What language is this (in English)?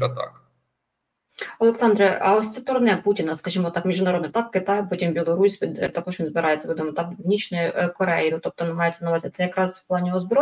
Ukrainian